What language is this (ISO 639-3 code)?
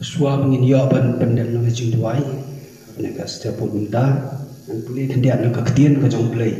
kha